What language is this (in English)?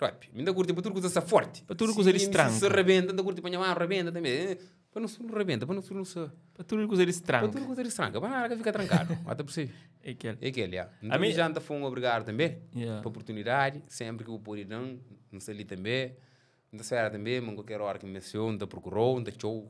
Kabuverdianu